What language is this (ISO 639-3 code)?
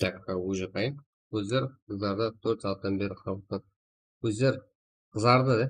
kaa